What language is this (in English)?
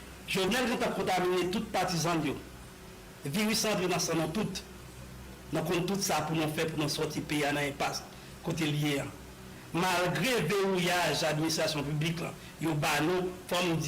Haitian Creole